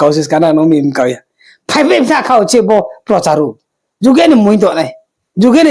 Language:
Riang (India)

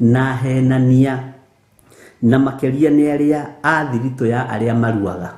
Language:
Kikuyu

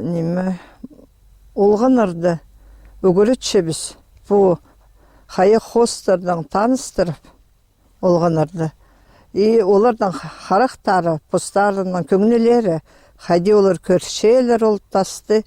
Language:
Khakas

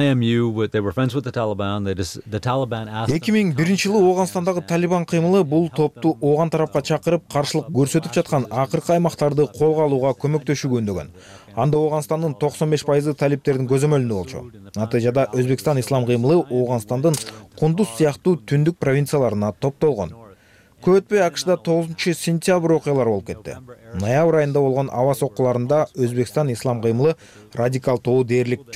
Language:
Kyrgyz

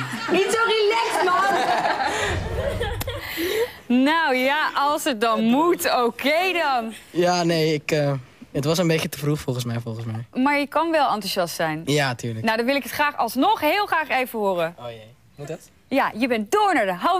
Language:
Dutch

